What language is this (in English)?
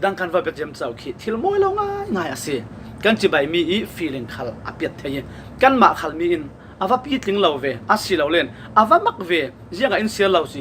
Falam Chin